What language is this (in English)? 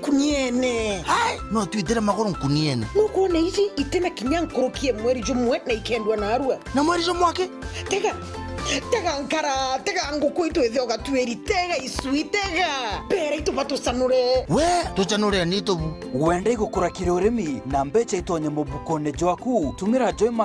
Meru